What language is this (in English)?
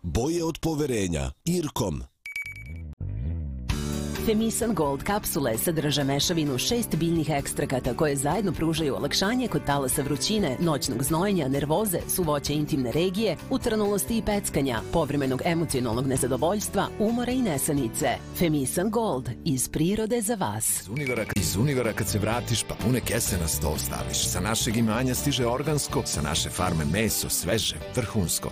Serbian